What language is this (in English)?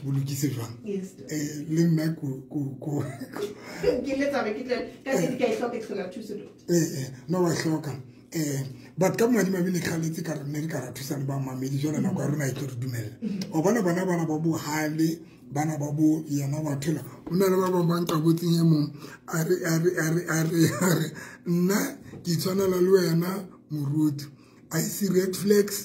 Southern Sotho